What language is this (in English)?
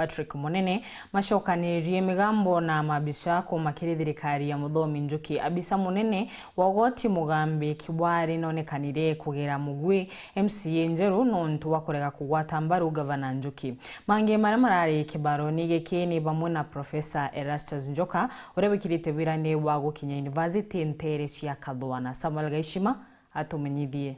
Meru